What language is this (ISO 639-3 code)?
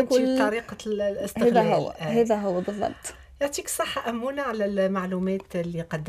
aeb